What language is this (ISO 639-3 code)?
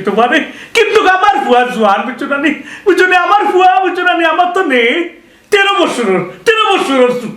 syl